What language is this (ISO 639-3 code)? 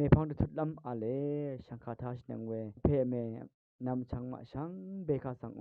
raw